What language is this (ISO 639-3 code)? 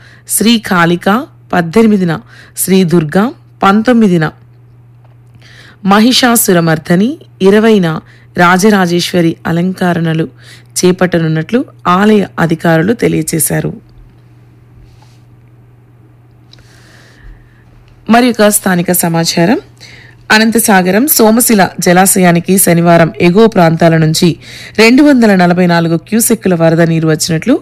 tel